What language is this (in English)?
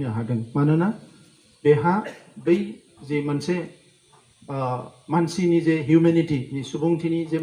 Bodo